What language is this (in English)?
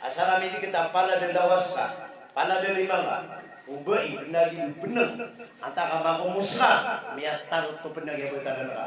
Maranao